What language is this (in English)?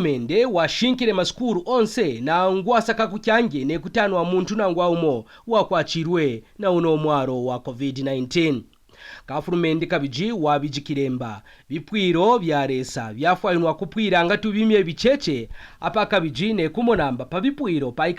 Kaonde